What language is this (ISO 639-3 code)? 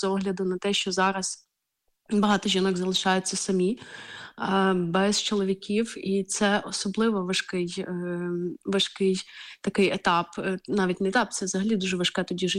ukr